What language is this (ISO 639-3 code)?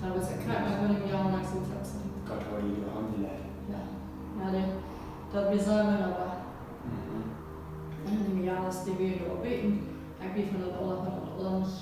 pdt